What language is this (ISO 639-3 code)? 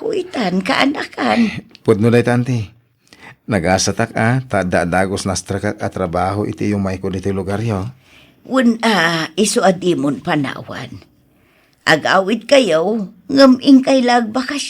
ilo